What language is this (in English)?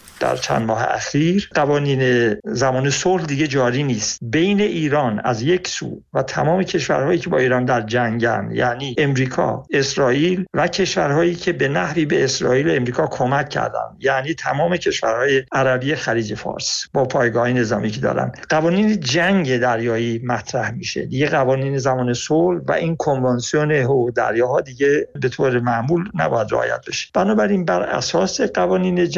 Persian